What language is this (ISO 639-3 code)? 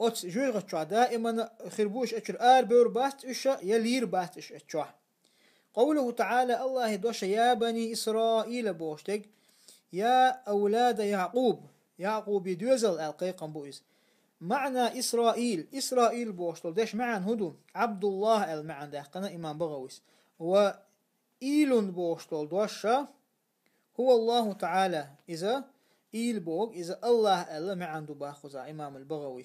che